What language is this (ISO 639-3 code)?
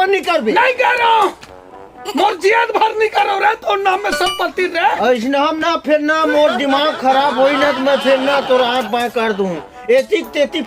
hne